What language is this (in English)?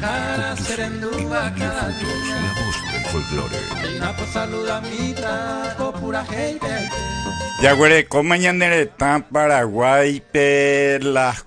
Guarani